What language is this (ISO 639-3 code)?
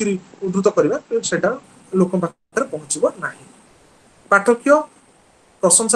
ori